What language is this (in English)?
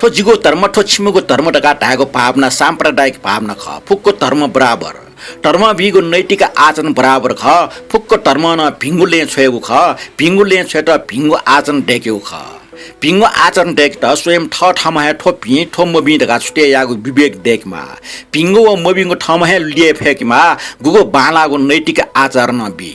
Newari